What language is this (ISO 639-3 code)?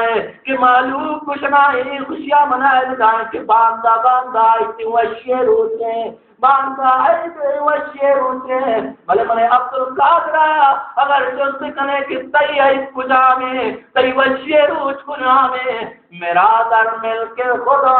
bal